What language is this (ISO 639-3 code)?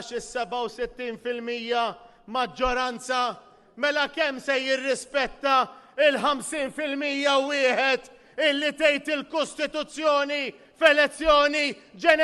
mlt